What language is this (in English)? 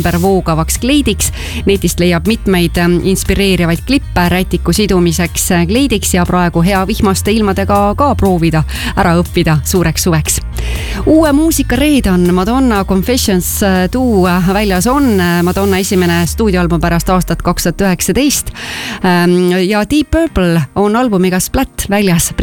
Estonian